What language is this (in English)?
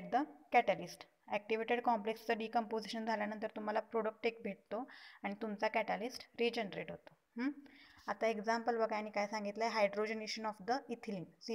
Marathi